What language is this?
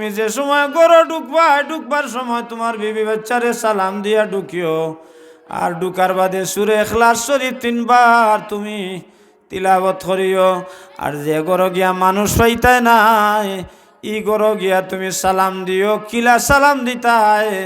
Sylheti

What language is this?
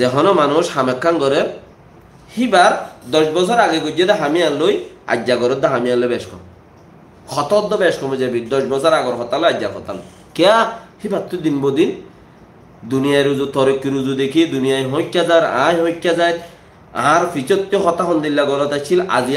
Rohingya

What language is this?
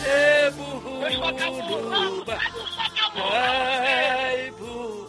Southern Sotho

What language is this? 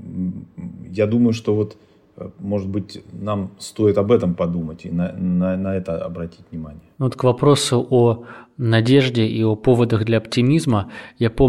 Russian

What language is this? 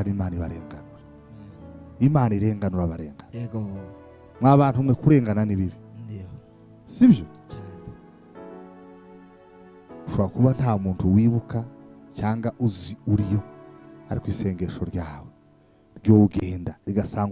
Kinyarwanda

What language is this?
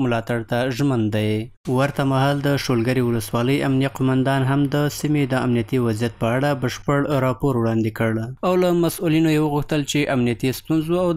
Pashto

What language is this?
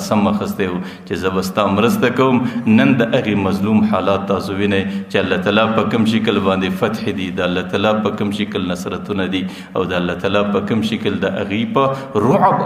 Pashto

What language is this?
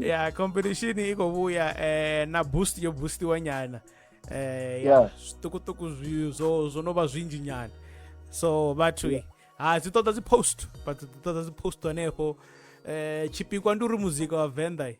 Venda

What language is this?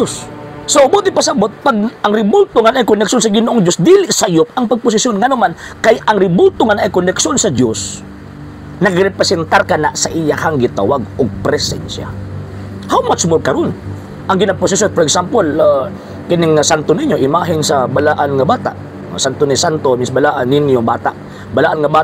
Cebuano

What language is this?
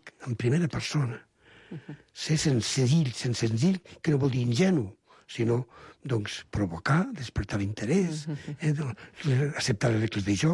Catalan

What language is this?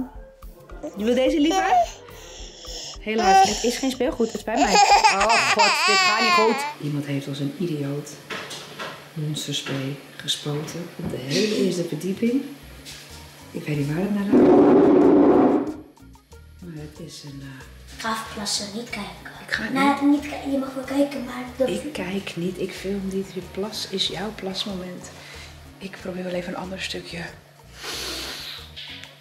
Dutch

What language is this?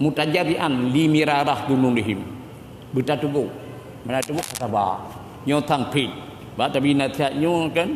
Achinese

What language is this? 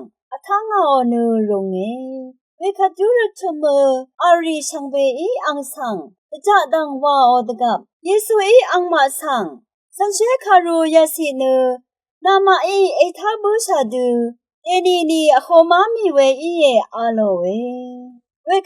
Rawang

